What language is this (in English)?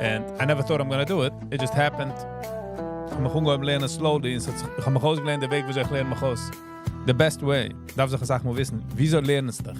Yiddish